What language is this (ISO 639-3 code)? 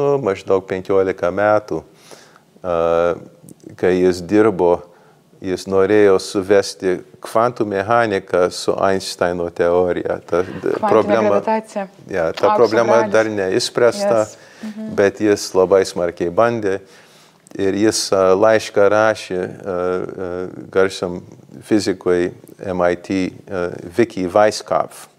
lit